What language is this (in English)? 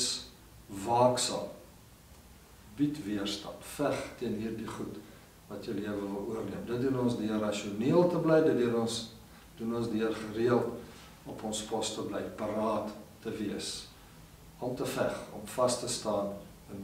Afrikaans